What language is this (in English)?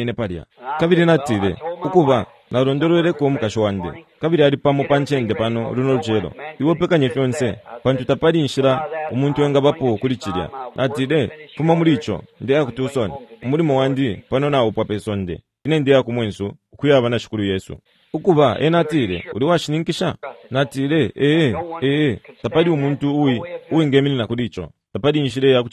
Bemba